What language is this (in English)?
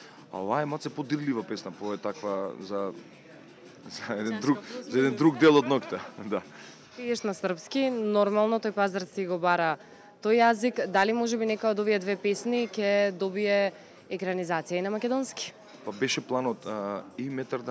Macedonian